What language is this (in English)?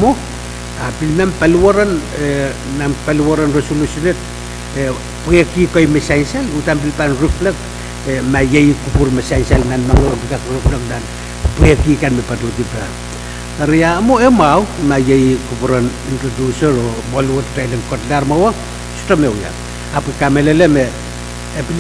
Pohnpeian